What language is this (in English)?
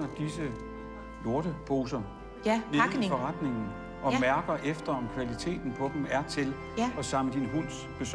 Danish